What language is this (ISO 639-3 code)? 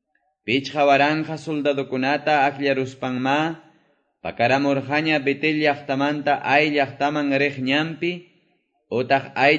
que